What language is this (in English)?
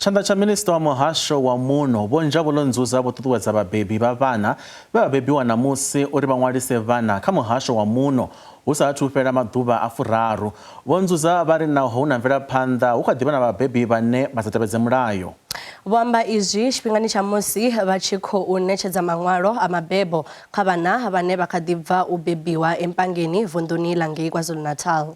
Venda